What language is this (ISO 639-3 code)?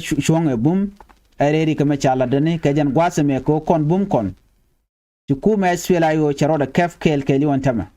nus